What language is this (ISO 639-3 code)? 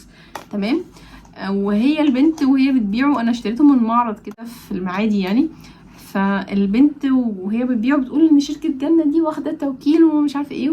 arz